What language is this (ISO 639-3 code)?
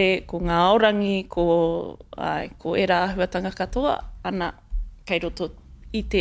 mri